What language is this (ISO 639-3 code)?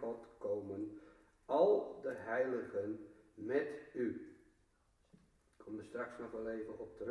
nld